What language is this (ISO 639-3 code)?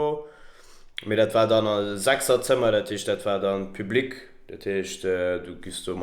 ltz